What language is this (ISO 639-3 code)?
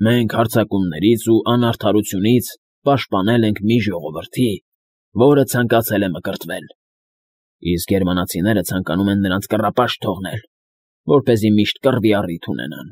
hye